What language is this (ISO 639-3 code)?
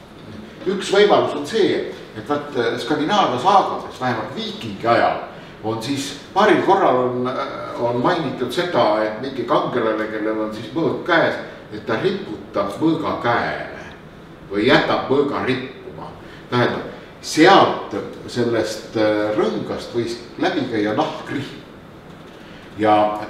est